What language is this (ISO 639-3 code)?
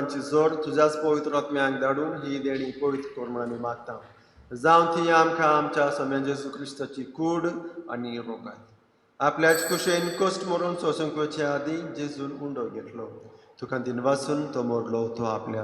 kok